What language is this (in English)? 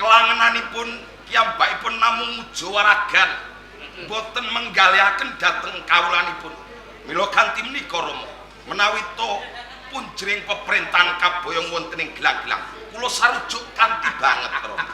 Javanese